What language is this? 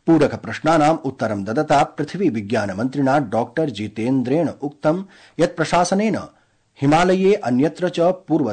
Sanskrit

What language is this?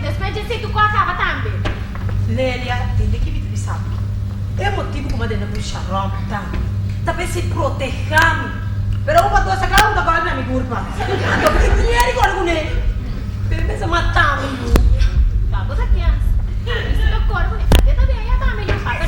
Papiamento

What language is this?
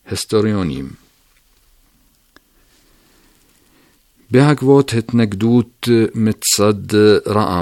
Hebrew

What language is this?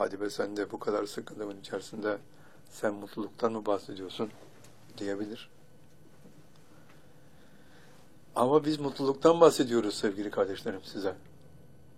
Turkish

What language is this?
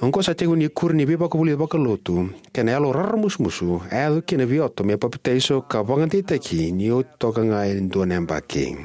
Fijian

